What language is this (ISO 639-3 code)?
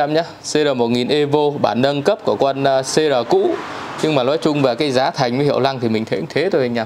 vie